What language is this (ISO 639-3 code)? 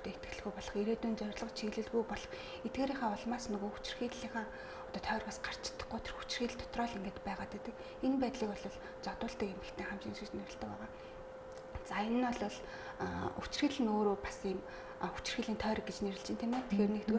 mon